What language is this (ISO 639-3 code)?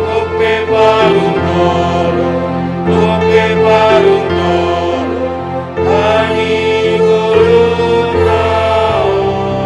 bts